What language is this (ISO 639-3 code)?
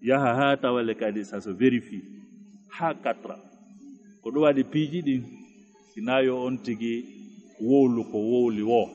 ful